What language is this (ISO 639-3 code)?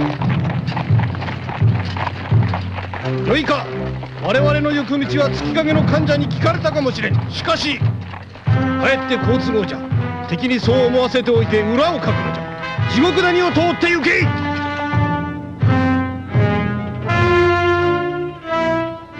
jpn